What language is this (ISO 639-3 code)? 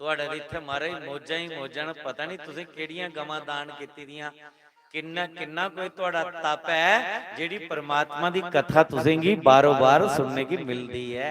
doi